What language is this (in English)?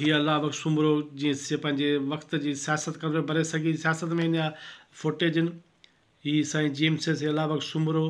Sindhi